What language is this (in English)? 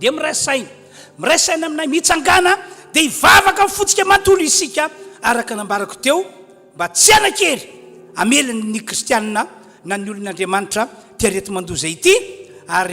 Malagasy